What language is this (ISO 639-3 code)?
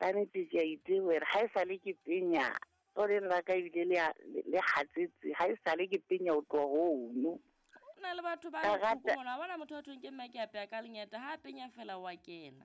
sot